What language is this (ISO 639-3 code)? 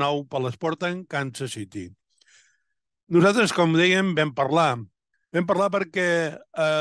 cat